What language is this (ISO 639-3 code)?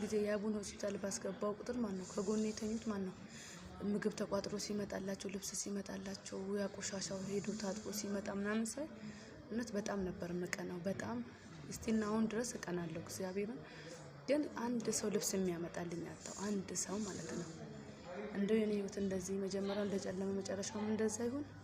amh